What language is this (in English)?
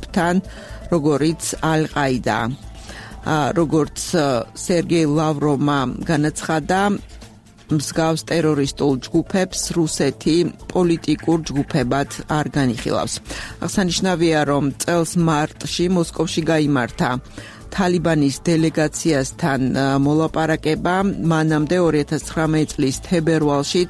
Georgian